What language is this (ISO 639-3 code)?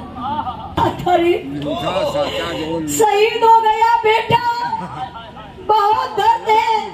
bho